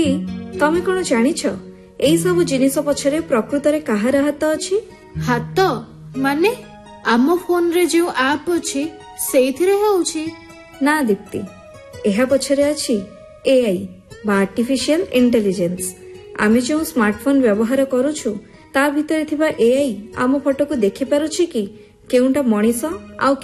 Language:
Odia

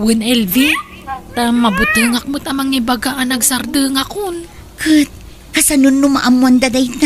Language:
Iloko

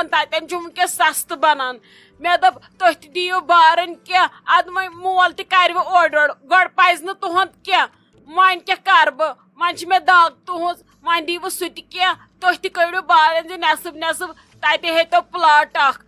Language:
Kashmiri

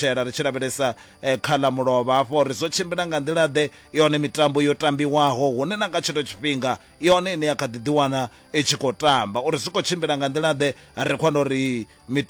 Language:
Venda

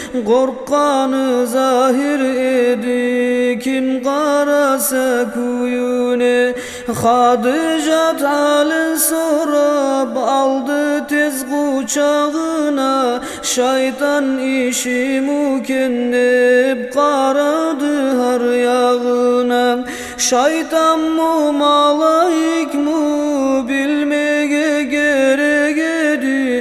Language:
Kumyk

